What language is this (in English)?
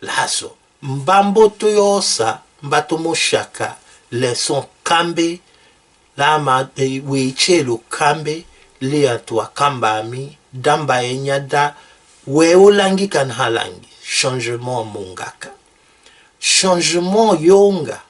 Tetela